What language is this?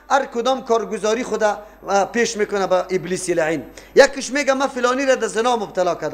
Persian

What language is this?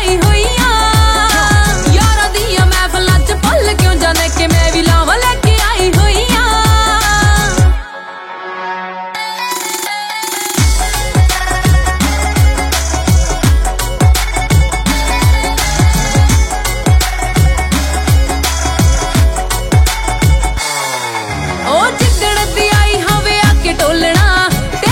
Punjabi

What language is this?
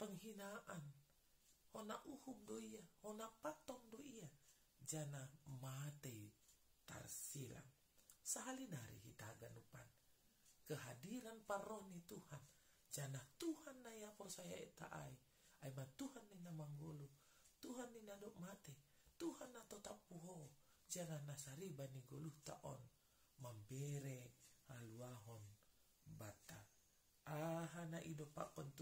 Batak Simalungun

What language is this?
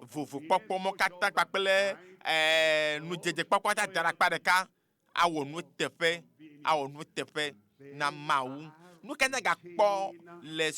Ewe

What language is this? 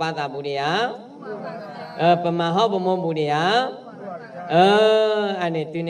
S'gaw Karen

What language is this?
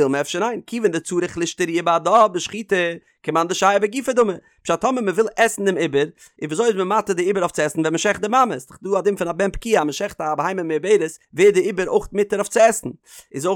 Yiddish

